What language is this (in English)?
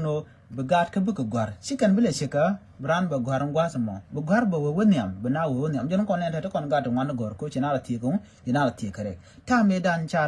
Nuer